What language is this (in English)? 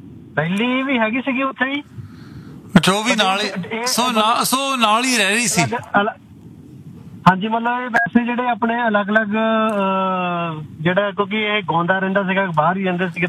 Punjabi